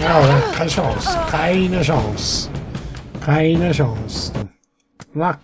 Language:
Swiss German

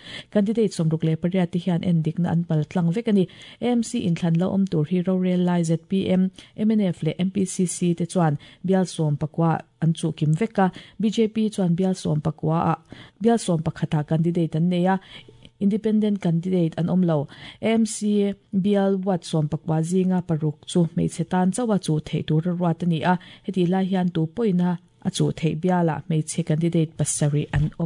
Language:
Mizo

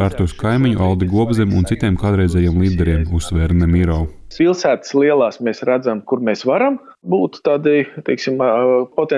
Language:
Latvian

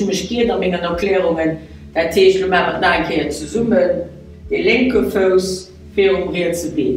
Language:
Luxembourgish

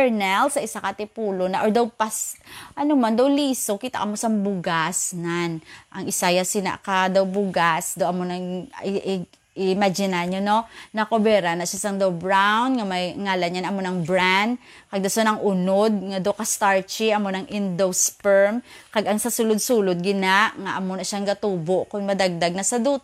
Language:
Hiligaynon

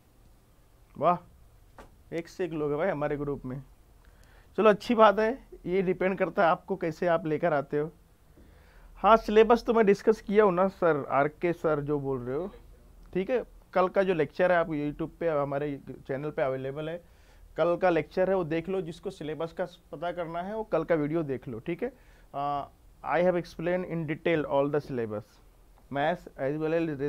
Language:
Hindi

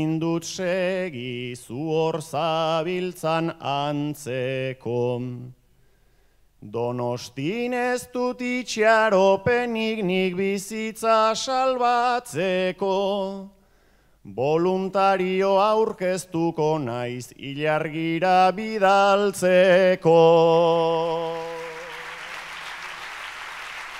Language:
Basque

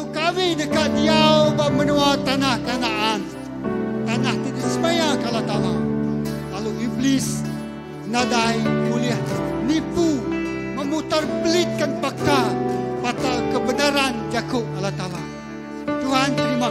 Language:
Iban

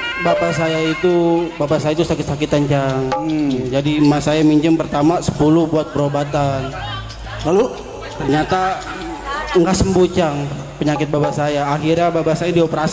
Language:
Betawi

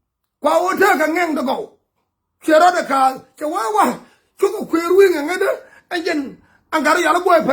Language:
Nuer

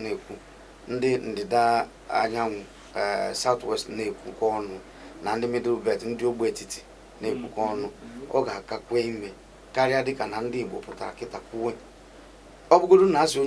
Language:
Igbo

